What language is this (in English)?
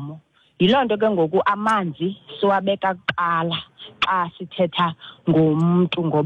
Xhosa